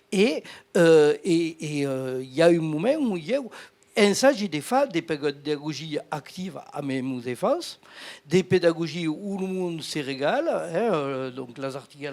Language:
Occitan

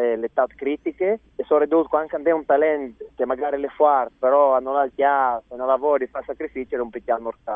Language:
Friulian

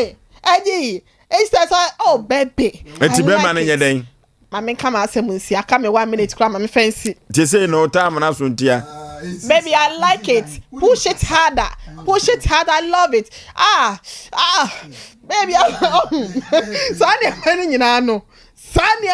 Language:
Akan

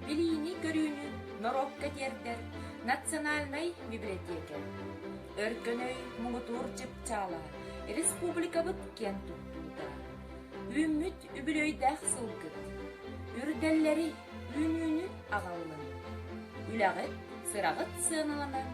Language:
Yakut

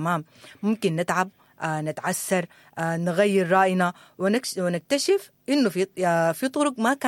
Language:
Sudanese Arabic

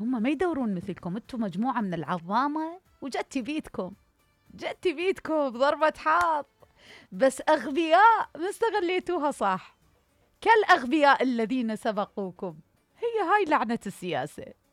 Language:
Mesopotamian Arabic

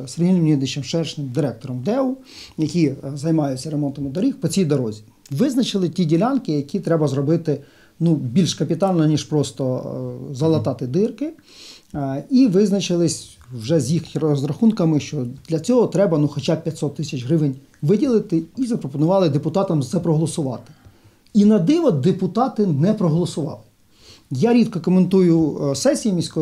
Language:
Ukrainian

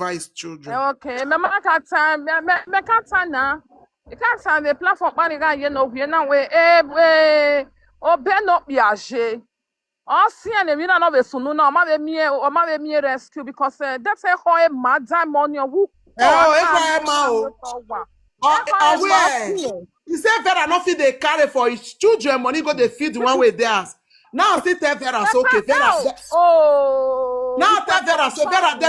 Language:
Nigerian Pidgin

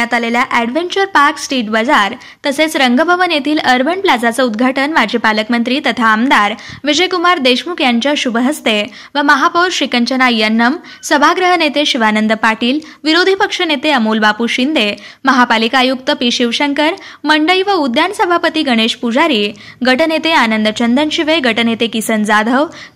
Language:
Marathi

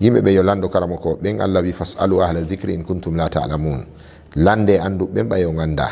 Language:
Fula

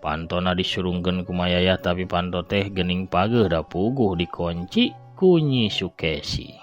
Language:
Sundanese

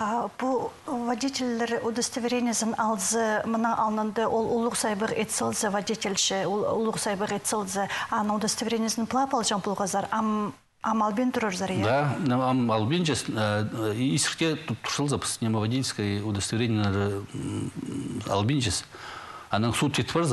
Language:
Khakas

